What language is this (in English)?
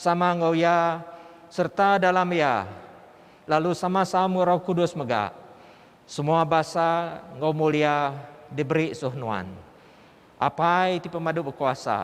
Iban